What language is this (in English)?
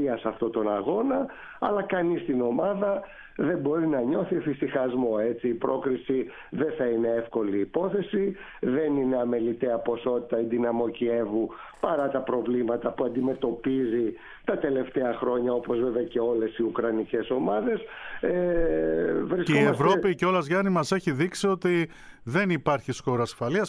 Greek